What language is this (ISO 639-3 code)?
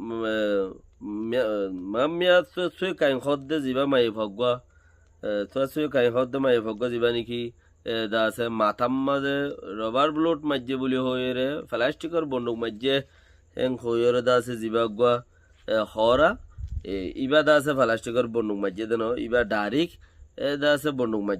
rhg